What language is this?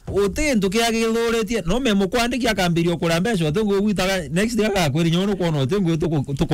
Meru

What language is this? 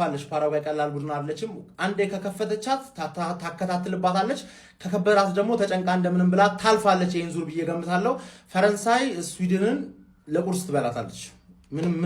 Amharic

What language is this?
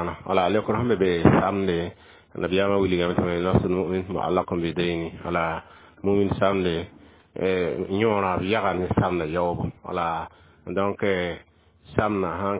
Mossi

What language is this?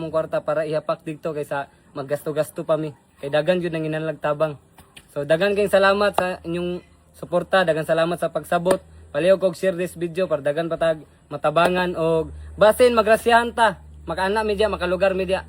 Cebuano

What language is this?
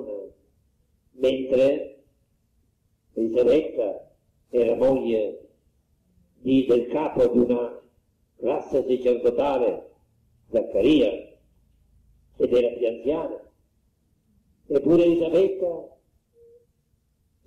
Italian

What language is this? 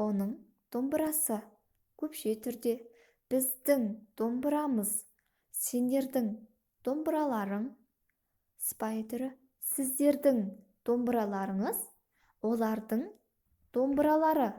Kazakh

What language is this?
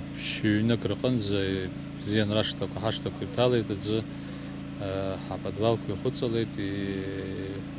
Abkhazian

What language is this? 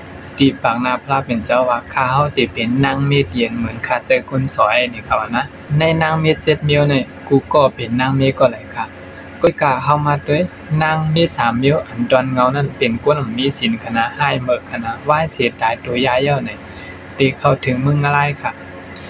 Shan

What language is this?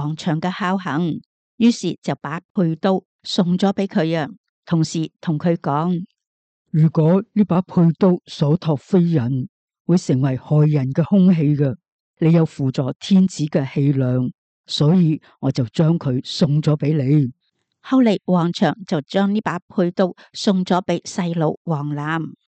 Cantonese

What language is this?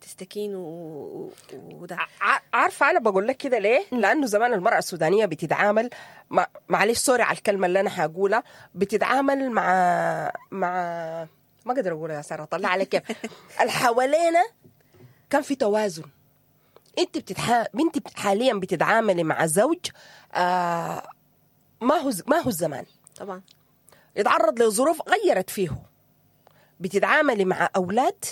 Sudanese Arabic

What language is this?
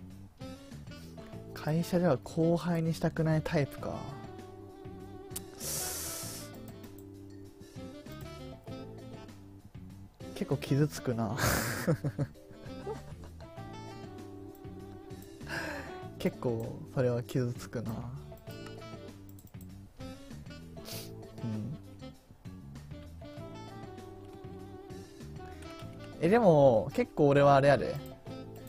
Japanese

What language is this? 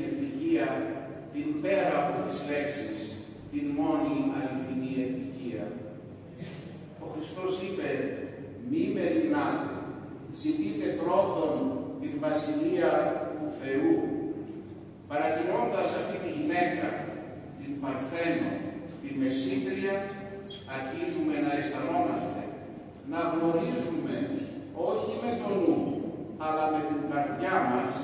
Greek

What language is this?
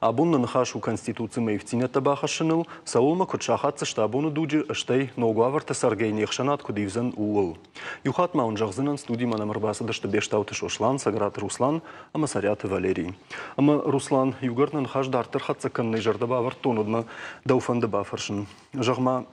Ossetic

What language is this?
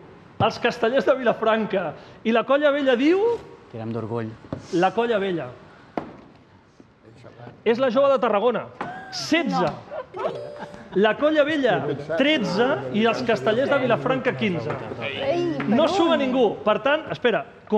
Catalan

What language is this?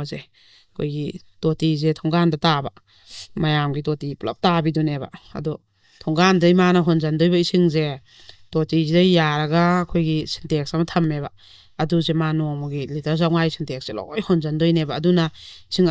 Manipuri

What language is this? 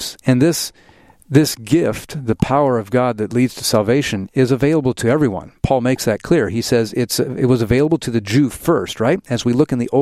English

